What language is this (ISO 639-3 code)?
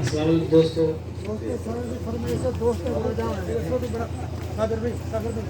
skr